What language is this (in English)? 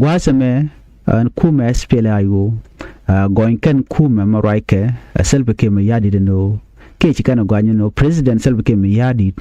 Nuer